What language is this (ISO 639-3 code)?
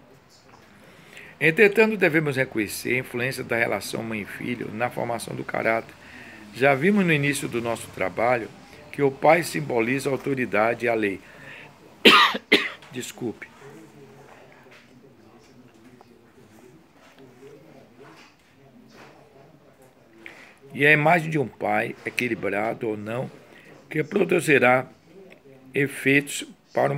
por